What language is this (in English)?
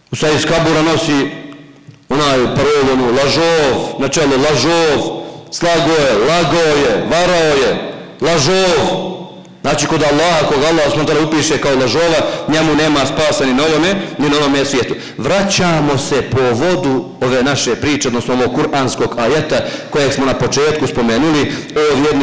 Bosnian